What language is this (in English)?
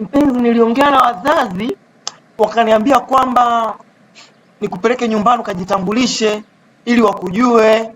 Swahili